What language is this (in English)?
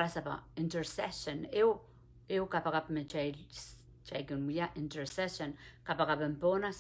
Pohnpeian